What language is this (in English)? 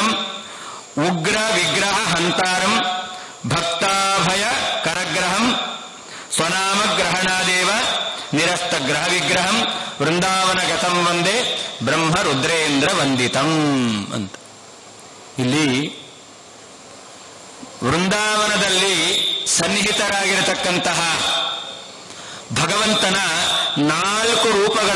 Kannada